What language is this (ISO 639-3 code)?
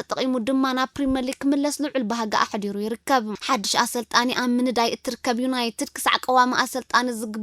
tir